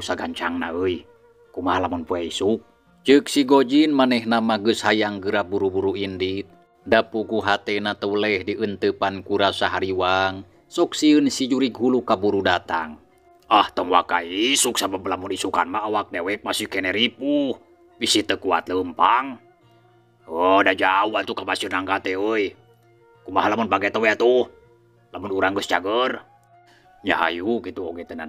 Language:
Sundanese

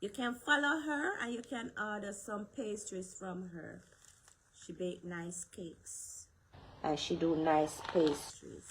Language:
Jamaican Creole English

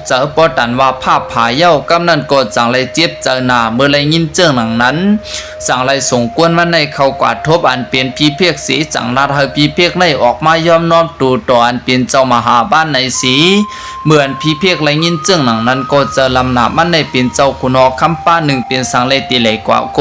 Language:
Shan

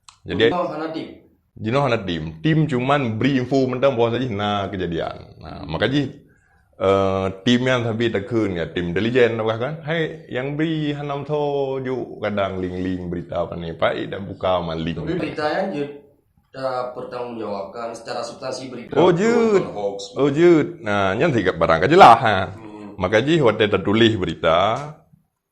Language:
Achinese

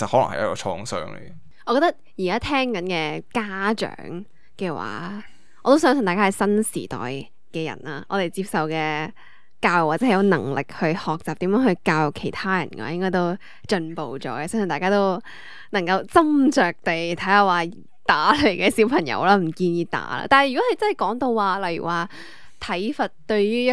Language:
Cantonese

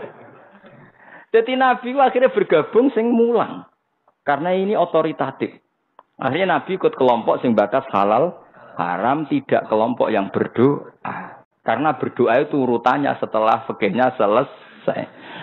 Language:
Javanese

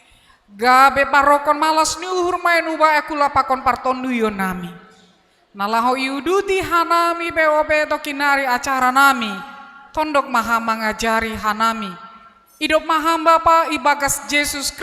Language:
Batak Simalungun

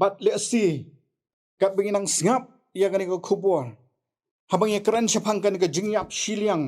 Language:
Khasi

